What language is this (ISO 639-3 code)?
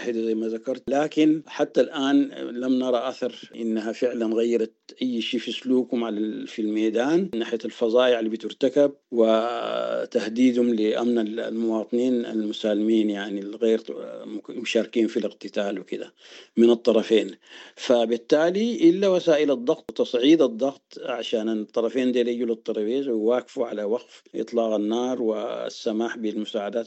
apd